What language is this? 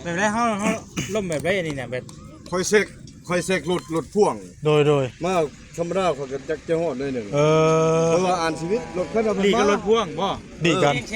Northeastern Thai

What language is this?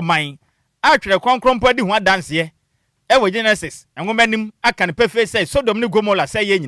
Akan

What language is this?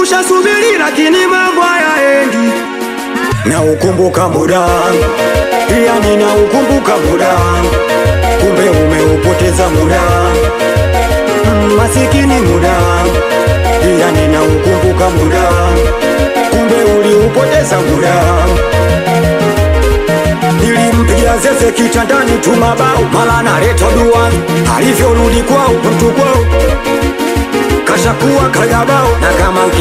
Swahili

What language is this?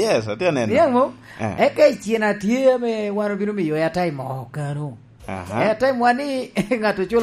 Lango (Uganda)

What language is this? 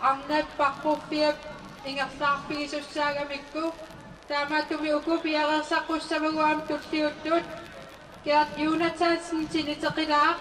Kalaallisut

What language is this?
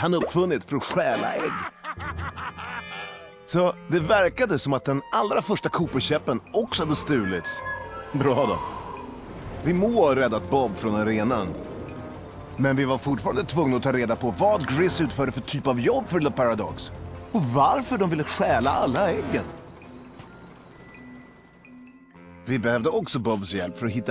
Swedish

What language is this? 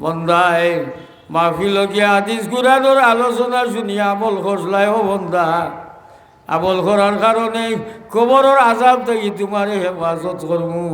Sylheti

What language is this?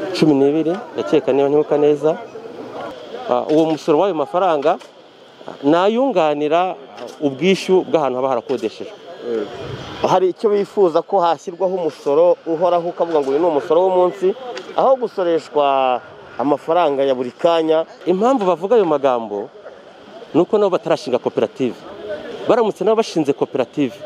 Kinyarwanda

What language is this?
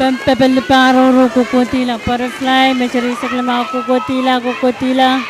Pohnpeian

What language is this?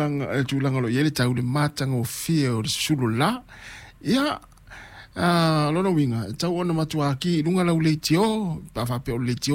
Samoan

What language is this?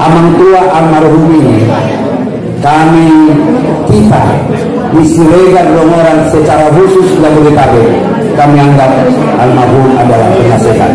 Batak Angkola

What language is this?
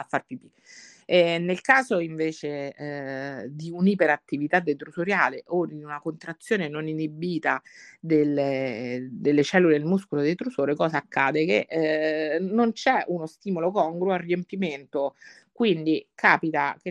Italian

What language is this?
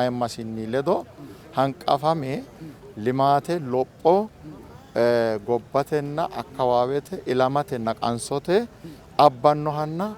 Sidamo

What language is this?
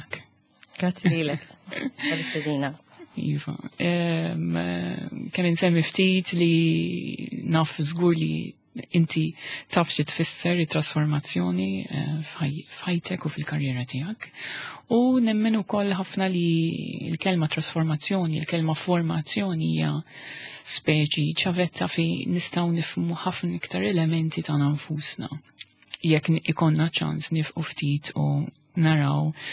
Maltese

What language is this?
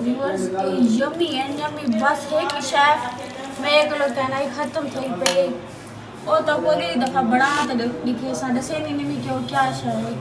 Saraiki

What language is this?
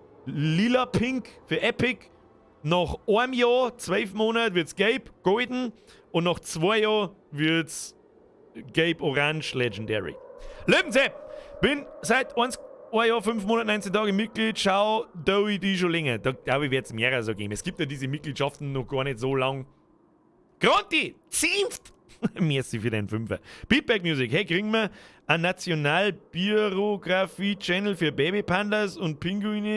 Bavarian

